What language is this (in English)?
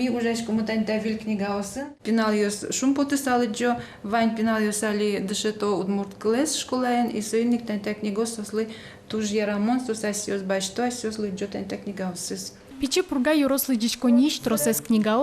Udmurt